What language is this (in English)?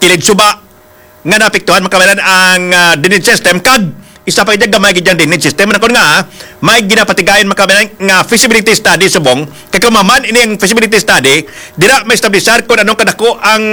Hiligaynon